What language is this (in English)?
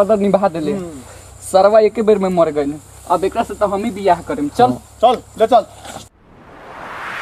Bhojpuri